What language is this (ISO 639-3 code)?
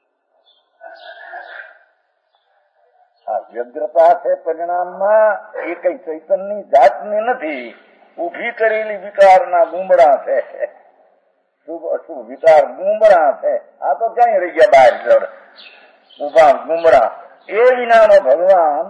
guj